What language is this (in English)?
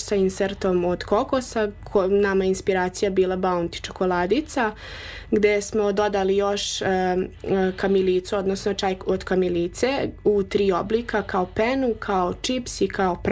Serbian